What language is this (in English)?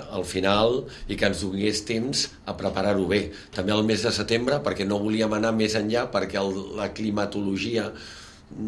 Catalan